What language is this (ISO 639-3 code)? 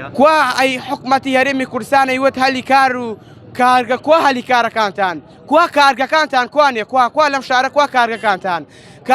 ckb